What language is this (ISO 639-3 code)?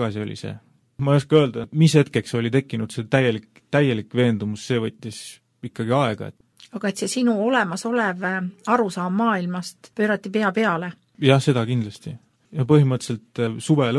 est